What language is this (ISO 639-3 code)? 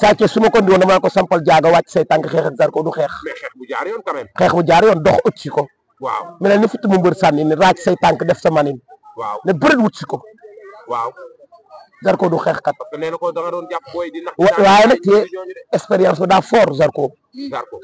wol